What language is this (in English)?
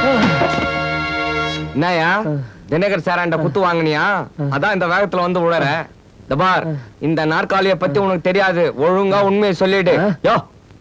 Tamil